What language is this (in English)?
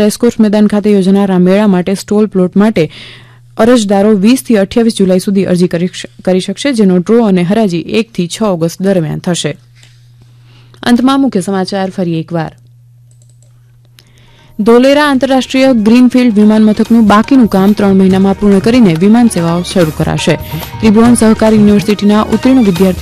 Gujarati